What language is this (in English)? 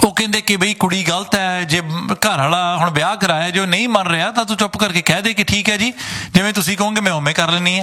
Punjabi